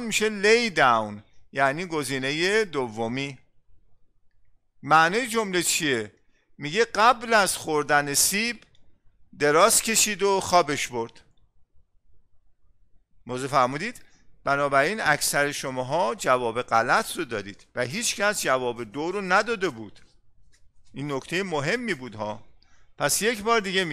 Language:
Persian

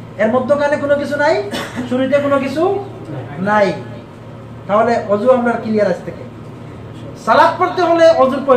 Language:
Bangla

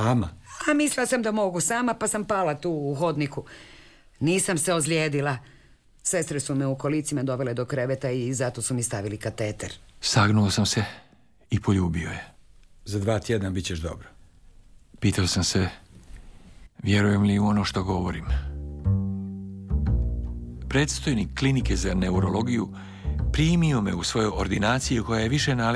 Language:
Croatian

